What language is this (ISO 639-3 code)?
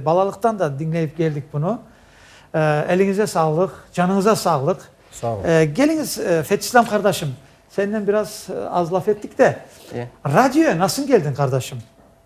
crh